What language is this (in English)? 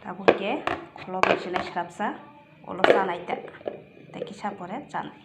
Kok Borok